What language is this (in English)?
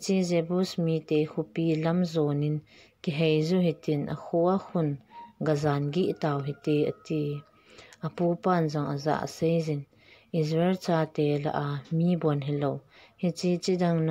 Thado Chin